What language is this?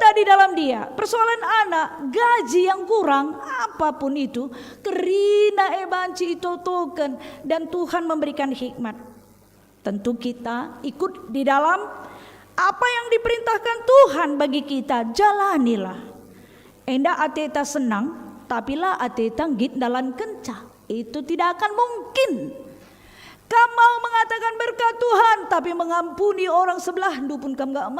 Batak Karo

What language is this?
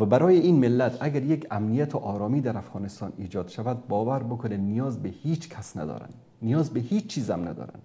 Persian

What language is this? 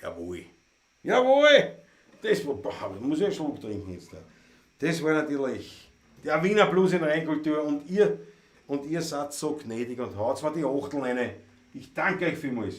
Bavarian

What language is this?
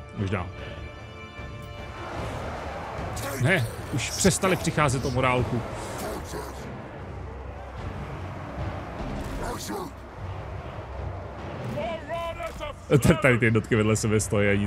Czech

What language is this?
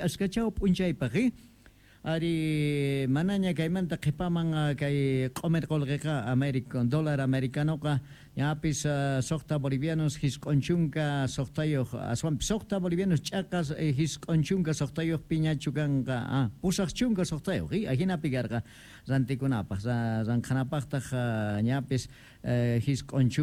South Bolivian Quechua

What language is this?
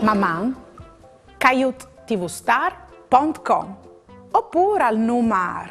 Friulian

